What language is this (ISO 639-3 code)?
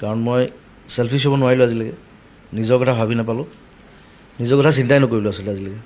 asm